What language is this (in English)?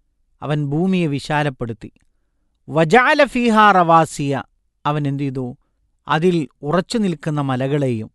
Malayalam